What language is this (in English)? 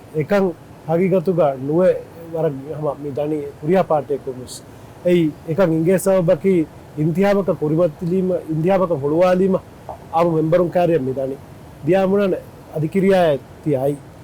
Divehi